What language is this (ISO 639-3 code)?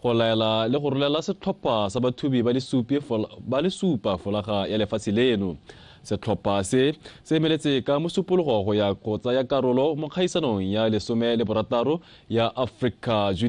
tsn